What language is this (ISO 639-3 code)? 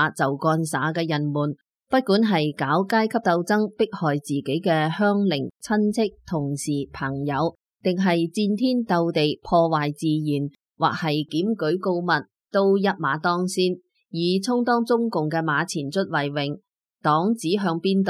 yue